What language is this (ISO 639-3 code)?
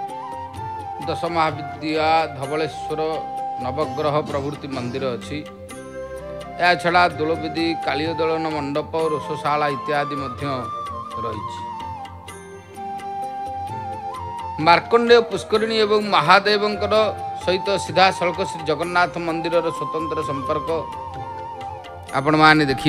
ori